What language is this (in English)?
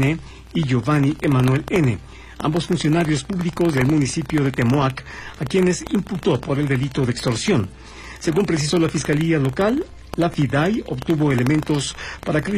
Spanish